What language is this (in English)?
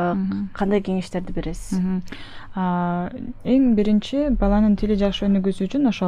Kyrgyz